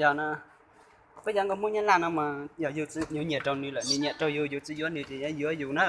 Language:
Hmong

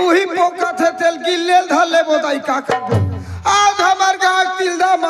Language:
Chhattisgarhi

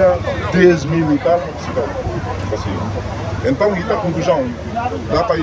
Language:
Tetum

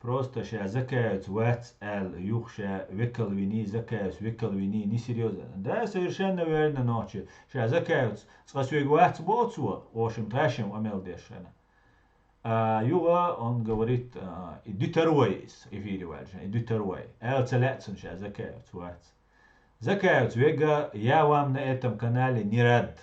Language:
Chechen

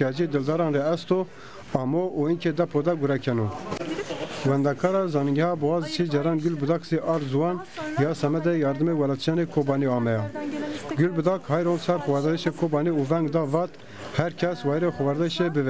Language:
Zaza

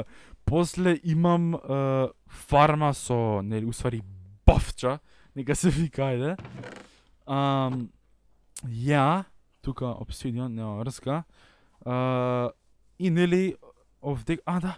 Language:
Macedonian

